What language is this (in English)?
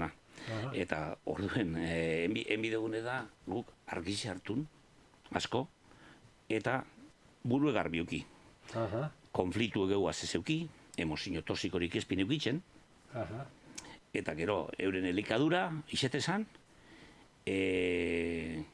Basque